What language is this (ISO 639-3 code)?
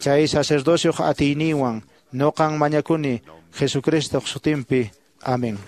que